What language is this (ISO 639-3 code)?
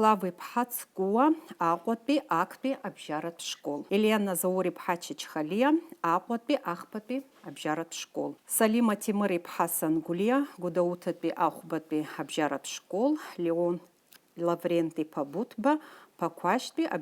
abk